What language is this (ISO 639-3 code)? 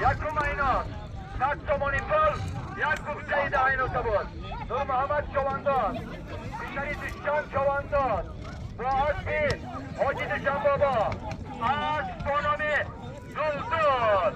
tgk